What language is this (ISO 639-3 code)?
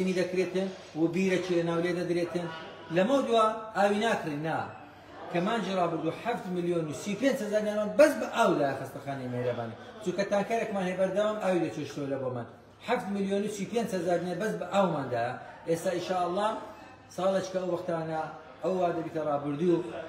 ckb